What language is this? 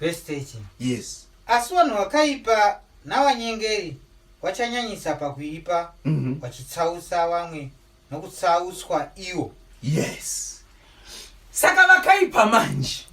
Shona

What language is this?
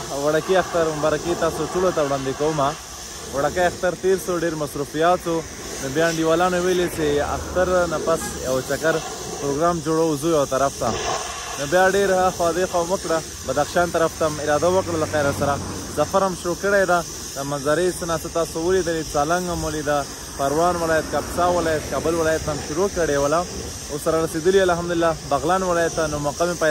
Pashto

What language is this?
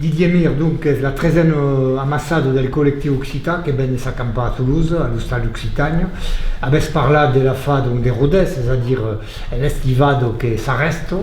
Occitan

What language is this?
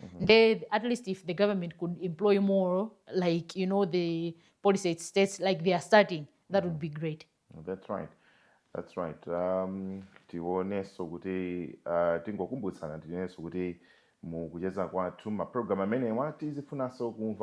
Nyanja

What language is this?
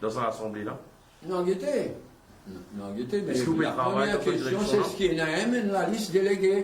Morisyen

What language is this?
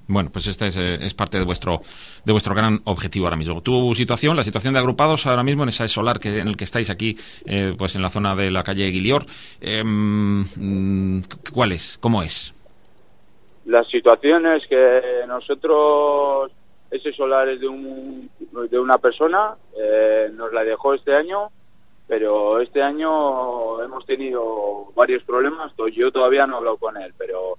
Spanish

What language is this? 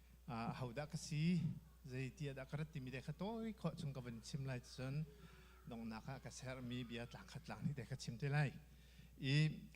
Hakha Chin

